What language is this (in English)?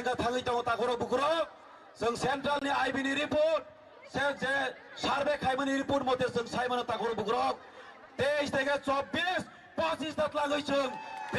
Kok Borok